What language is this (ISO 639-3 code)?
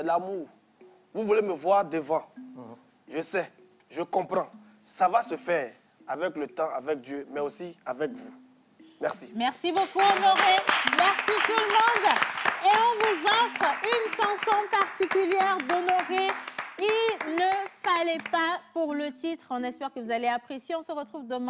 fra